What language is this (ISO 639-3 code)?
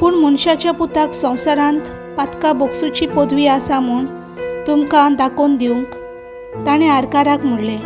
kok